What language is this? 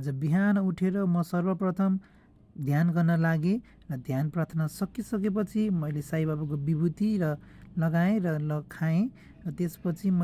Nepali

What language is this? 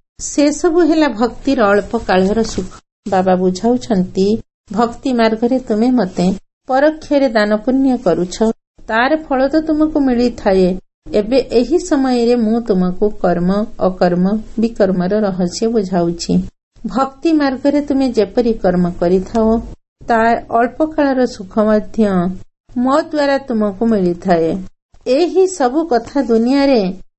Odia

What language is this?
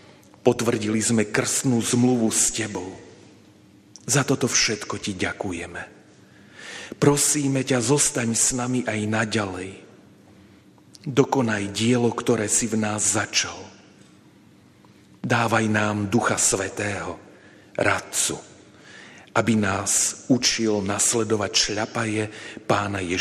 Slovak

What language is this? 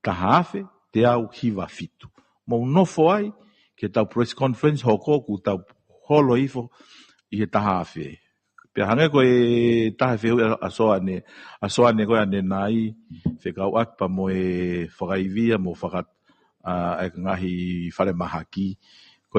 Tongan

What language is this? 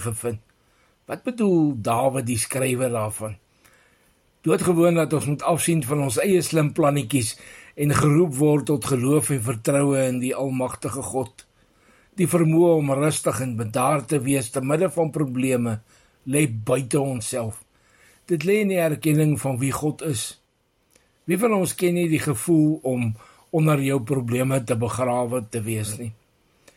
Afrikaans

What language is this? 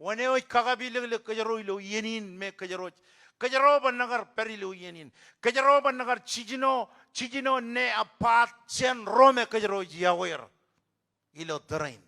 Marshallese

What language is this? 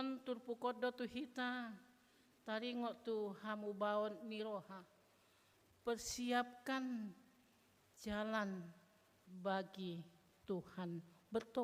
Batak Toba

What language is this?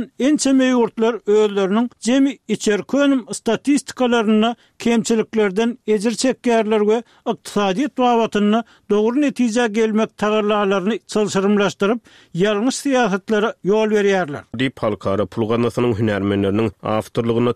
Turkmen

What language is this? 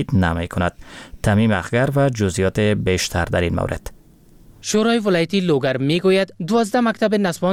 Persian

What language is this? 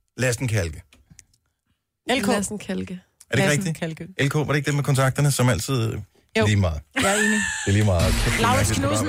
Danish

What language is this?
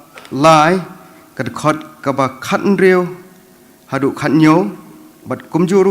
Khasi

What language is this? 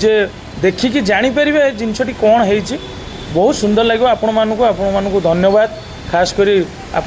Odia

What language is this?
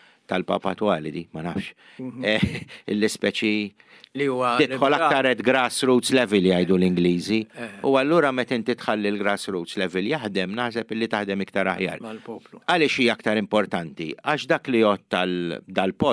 Maltese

